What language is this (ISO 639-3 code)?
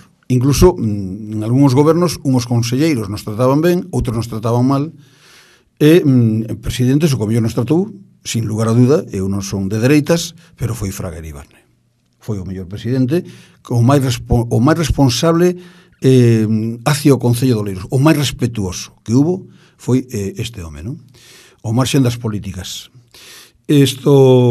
glg